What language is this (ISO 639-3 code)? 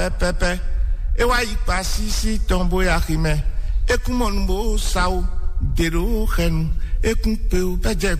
fon